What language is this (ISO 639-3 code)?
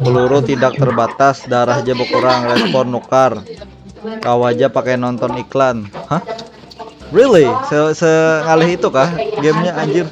bjn